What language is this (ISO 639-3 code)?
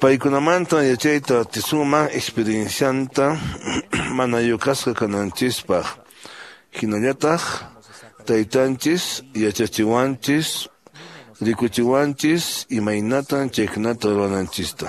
que